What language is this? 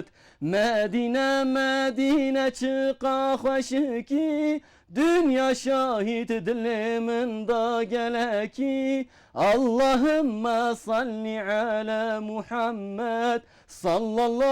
Kurdish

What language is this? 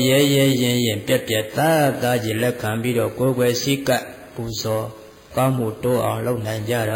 Burmese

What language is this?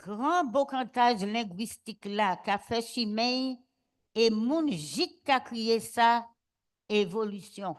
Guadeloupean Creole French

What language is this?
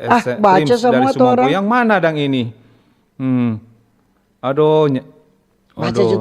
Manado Malay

